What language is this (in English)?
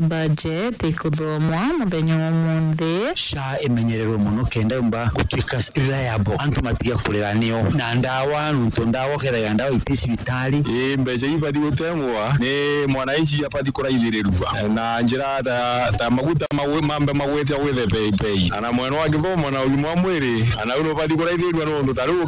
Meru